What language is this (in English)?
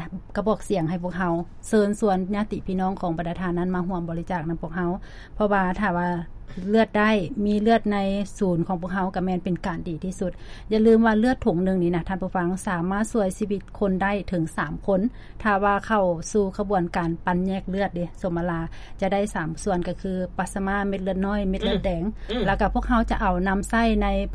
Lao